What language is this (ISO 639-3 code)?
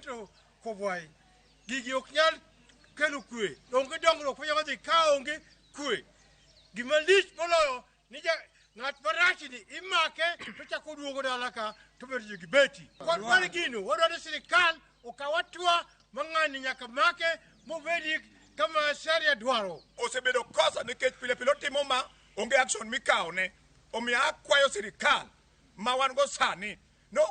luo